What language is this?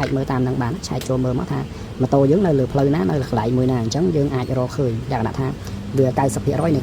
Khmer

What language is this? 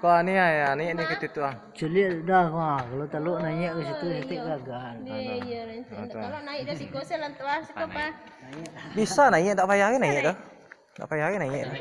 Minangkabau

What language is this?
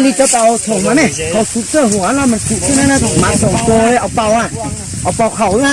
Hmong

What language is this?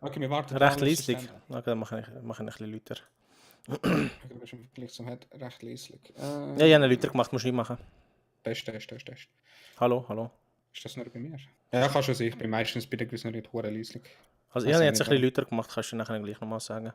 Swiss German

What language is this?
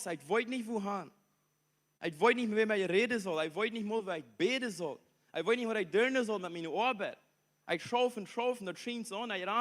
Plautdietsch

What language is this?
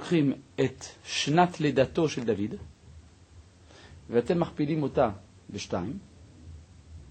Hebrew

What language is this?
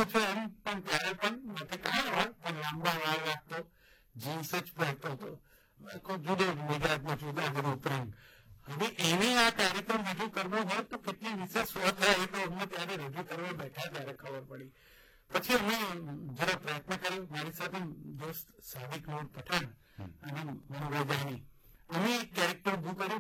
Gujarati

